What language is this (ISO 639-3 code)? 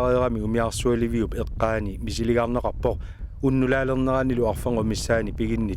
kal